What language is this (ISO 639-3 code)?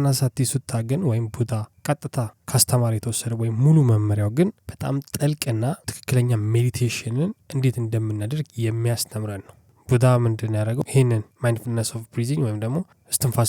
amh